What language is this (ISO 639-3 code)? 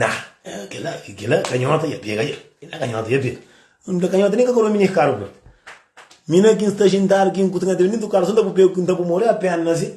kea